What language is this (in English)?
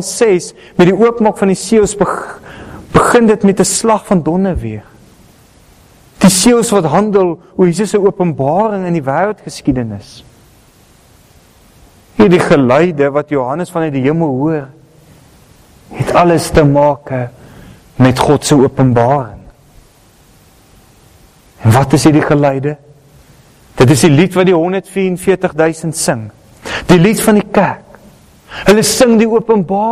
Afrikaans